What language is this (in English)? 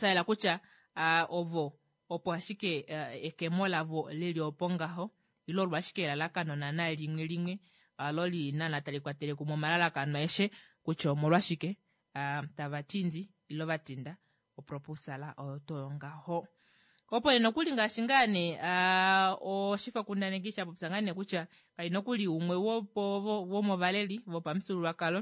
Kuanyama